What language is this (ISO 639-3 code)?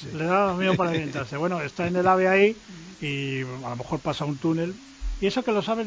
spa